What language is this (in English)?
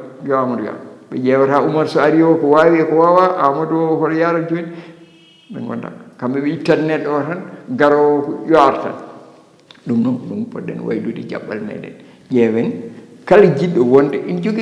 Fula